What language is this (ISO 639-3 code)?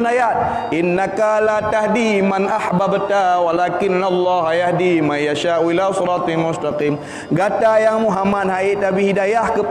ace